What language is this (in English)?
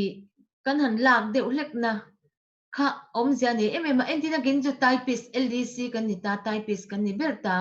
Mizo